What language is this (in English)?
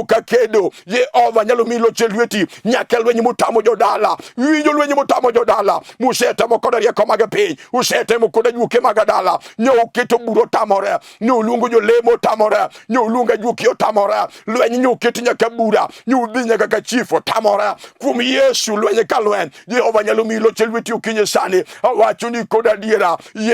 Luo (Kenya and Tanzania)